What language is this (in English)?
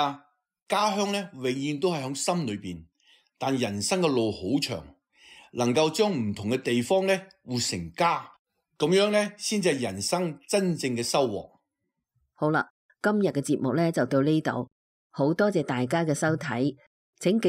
Cantonese